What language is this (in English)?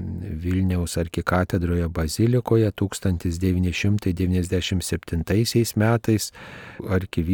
Lithuanian